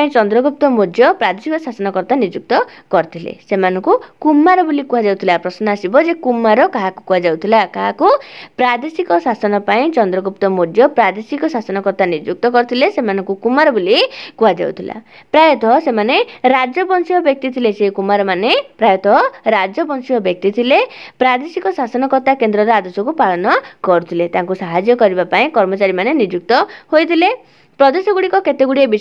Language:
Odia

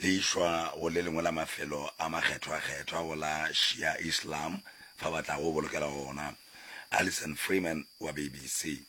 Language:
Northern Sotho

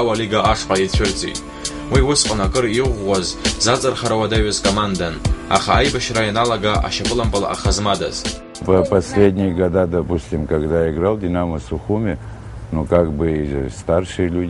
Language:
Abkhazian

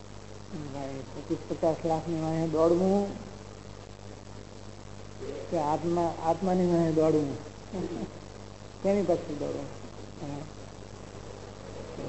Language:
Gujarati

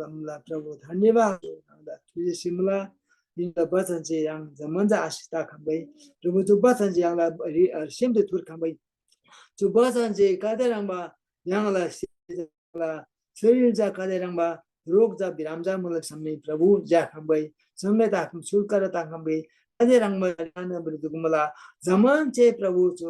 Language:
Eastern Tamang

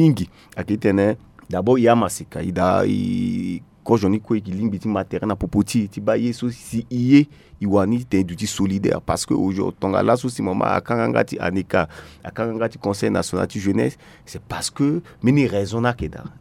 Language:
Sango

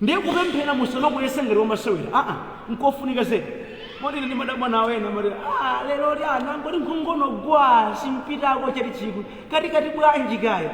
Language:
Nyanja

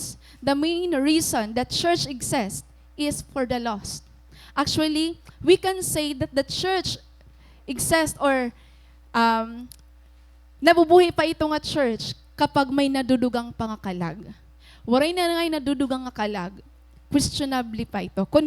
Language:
Waray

